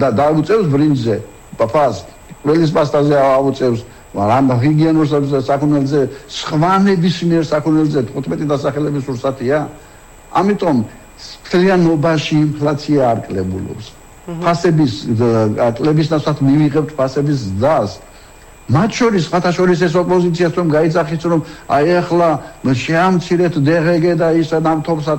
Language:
Georgian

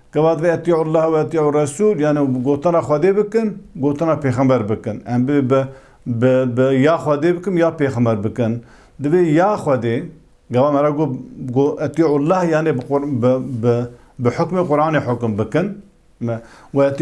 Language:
Kurdish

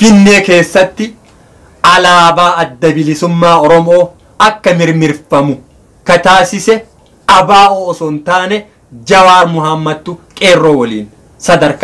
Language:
Oromo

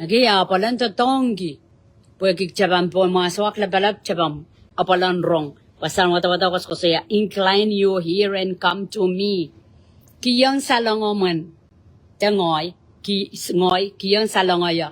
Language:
Pohnpeian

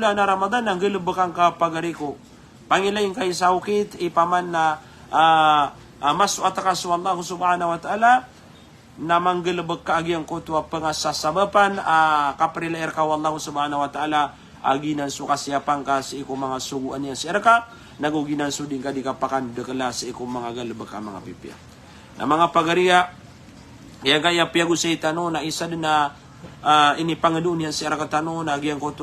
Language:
Maranao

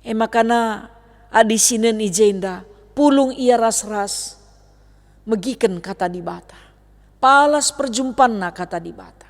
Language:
Batak Karo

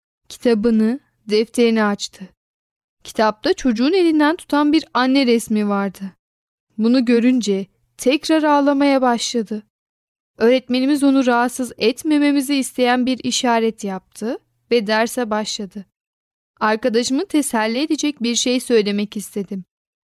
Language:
Turkish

